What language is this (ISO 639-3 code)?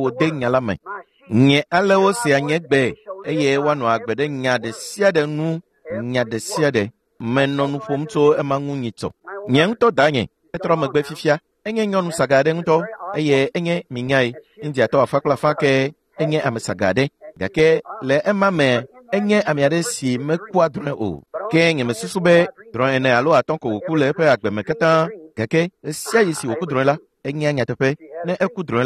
ewe